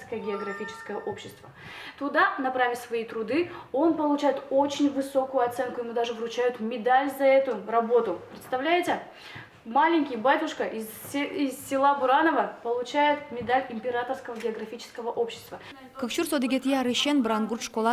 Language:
Udmurt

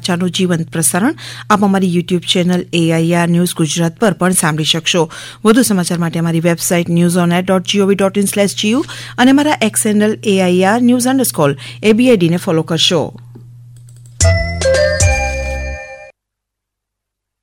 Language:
Gujarati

